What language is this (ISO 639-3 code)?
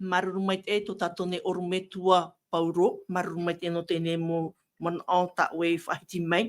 tah